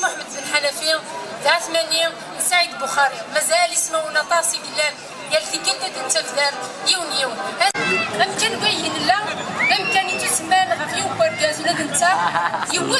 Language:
Kabyle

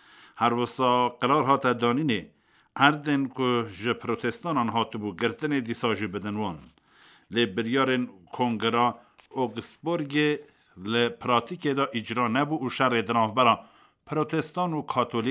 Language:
Kurdish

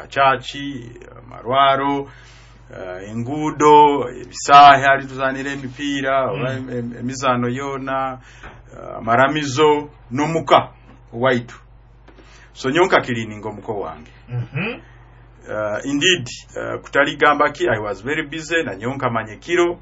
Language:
Nyoro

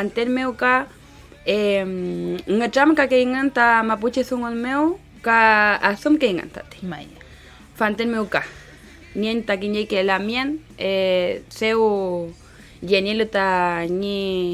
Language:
Mapuche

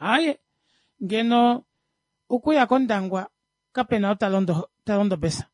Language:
Kuanyama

